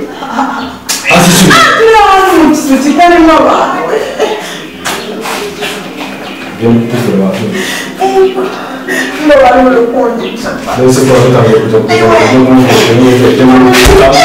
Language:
Kinyarwanda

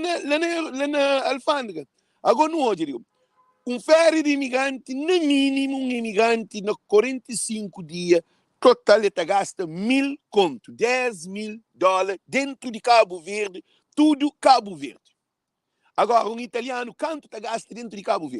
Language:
Kabuverdianu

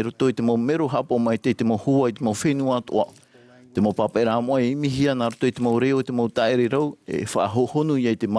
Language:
Tahitian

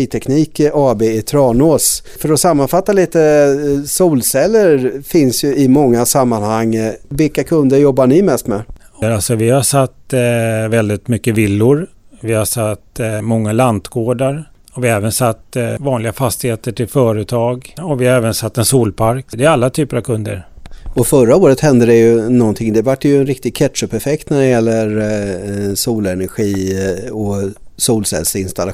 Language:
Swedish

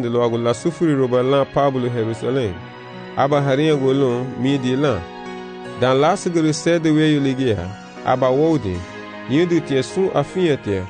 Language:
Garifuna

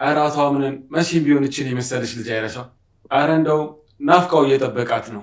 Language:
Amharic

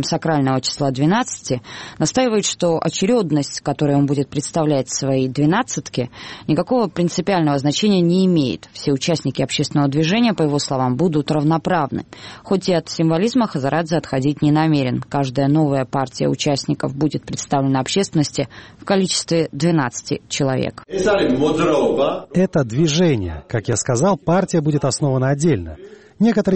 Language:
Russian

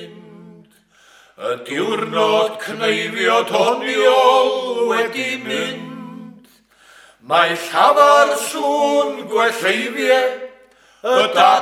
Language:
Welsh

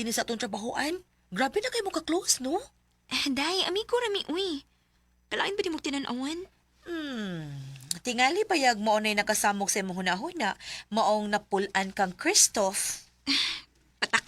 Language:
Cebuano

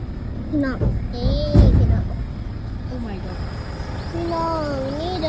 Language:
Lao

